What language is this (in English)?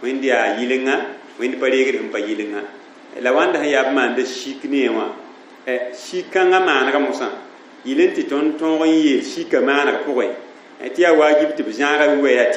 Mossi